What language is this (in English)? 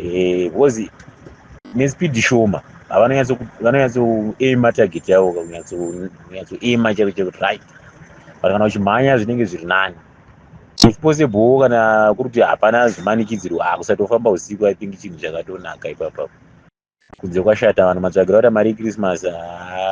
Shona